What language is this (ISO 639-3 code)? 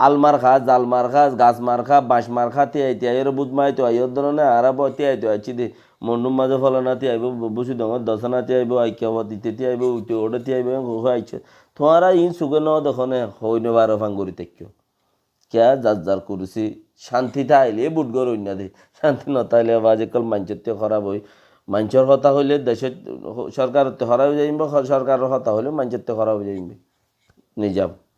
rhg